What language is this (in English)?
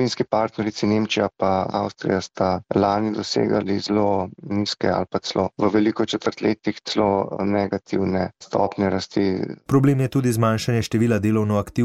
Slovenian